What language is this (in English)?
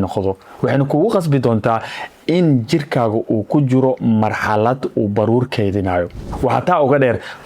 Somali